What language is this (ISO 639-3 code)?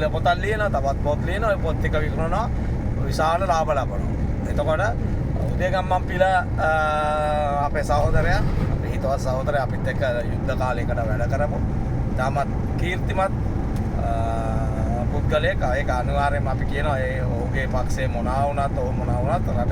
sin